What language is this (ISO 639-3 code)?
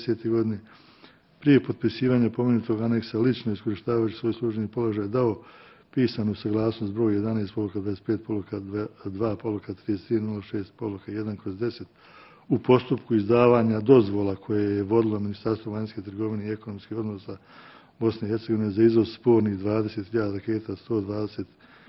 bos